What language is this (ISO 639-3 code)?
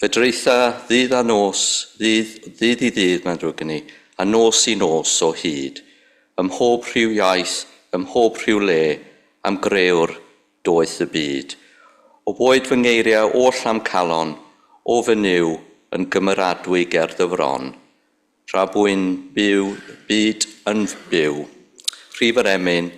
cym